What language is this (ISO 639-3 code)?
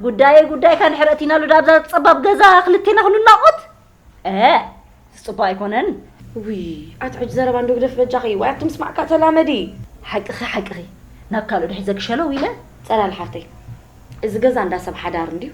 tir